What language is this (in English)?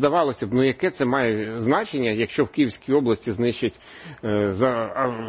Ukrainian